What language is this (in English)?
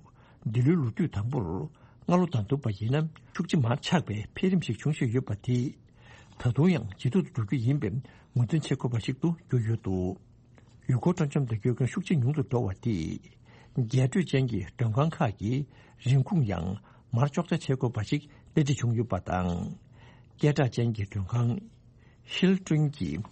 Tibetan